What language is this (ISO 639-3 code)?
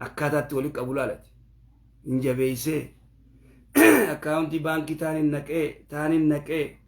orm